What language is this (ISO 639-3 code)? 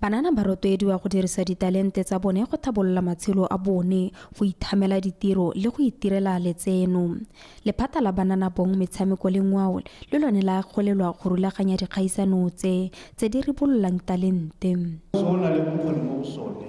tsn